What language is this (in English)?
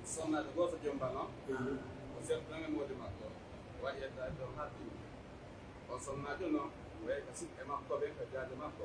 Pular